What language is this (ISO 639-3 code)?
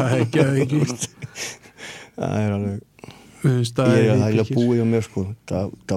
isl